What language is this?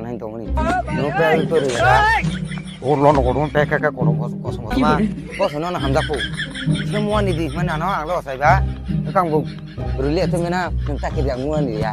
Kok Borok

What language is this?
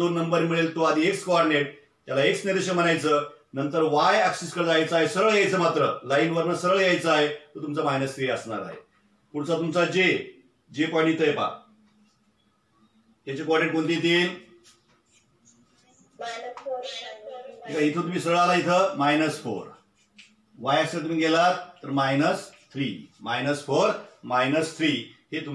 Marathi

